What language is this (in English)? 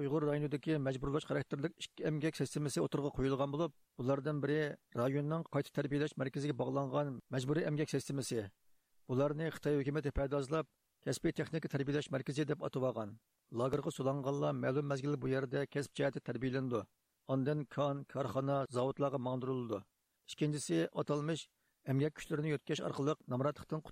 Uyghur